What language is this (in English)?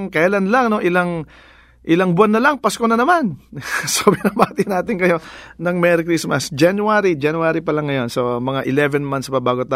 Filipino